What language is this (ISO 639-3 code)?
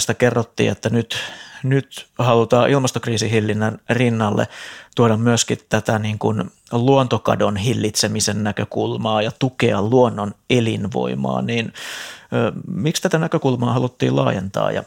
fin